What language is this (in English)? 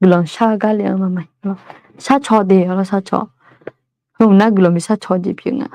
Akha